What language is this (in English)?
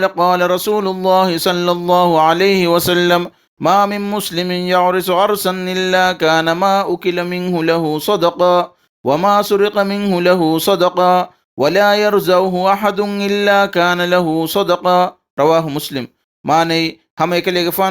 Divehi